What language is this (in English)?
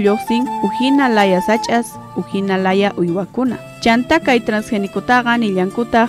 South Bolivian Quechua